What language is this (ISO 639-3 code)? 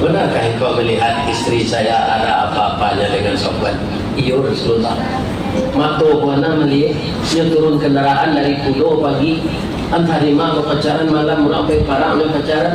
min